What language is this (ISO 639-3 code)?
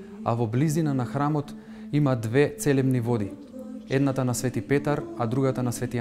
mkd